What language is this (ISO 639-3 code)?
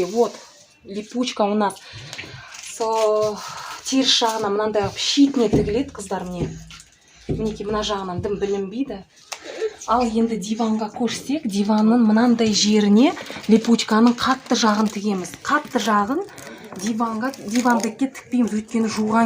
kaz